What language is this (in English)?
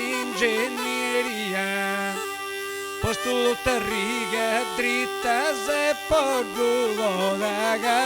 Sardinian